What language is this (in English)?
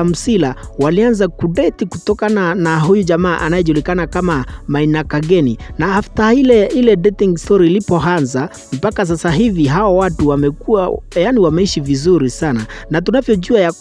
Swahili